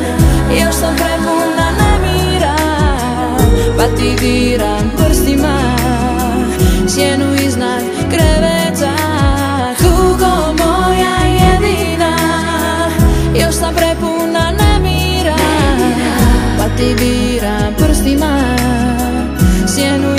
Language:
Croatian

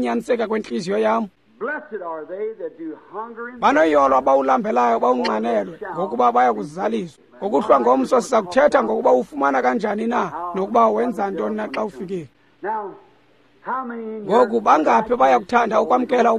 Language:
Xhosa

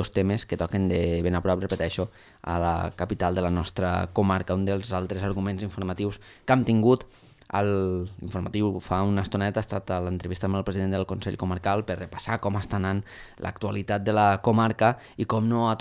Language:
Catalan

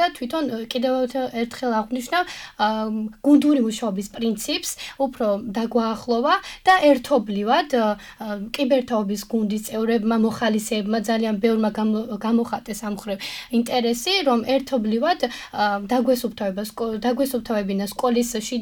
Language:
Georgian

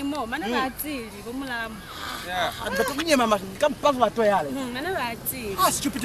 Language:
Lozi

